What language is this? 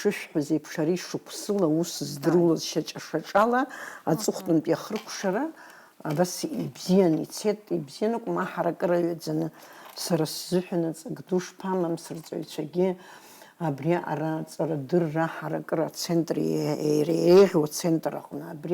Abkhazian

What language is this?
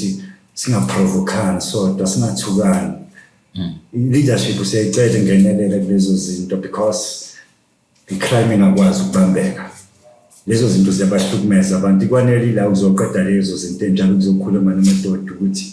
Zulu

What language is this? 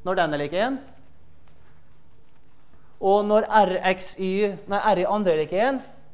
Norwegian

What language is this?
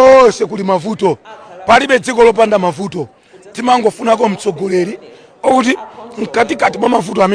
Nyanja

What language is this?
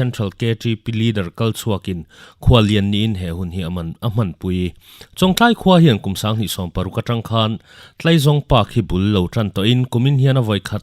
Mizo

